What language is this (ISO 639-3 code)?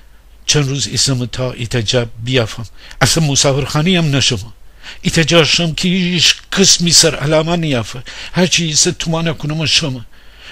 glk